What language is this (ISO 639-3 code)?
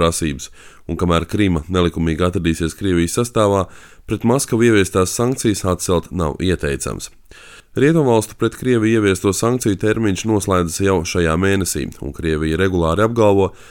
lav